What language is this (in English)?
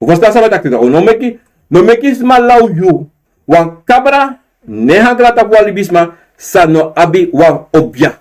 Sranan Tongo